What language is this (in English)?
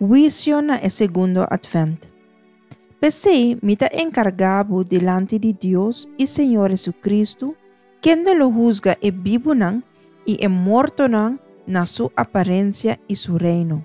Papiamento